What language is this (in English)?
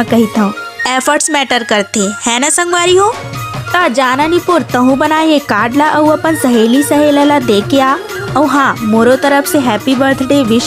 Chhattisgarhi